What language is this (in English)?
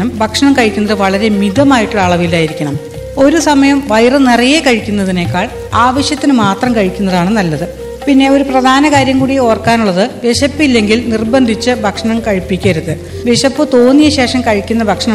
Malayalam